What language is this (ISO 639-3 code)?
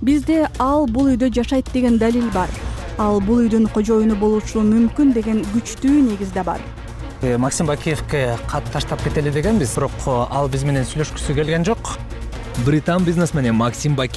kir